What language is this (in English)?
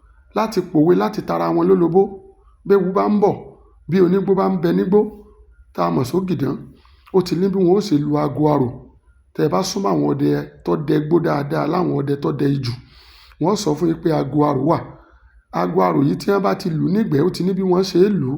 Yoruba